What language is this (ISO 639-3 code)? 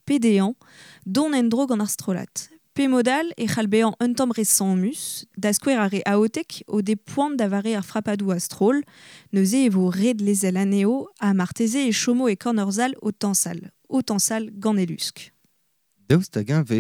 bre